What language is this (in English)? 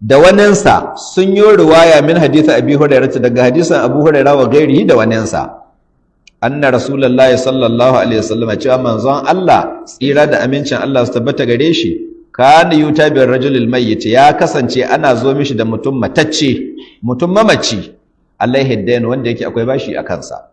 Hausa